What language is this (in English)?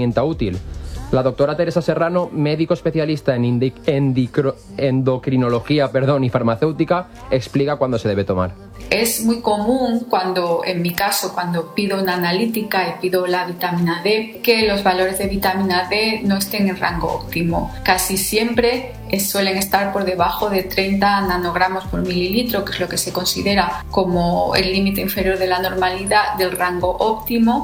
Spanish